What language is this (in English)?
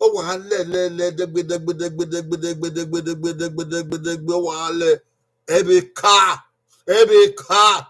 Bini